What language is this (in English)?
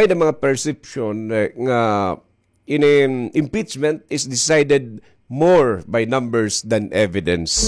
Waray